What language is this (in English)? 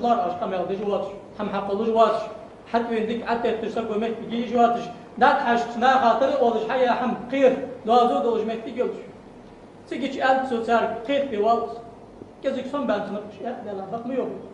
Ingush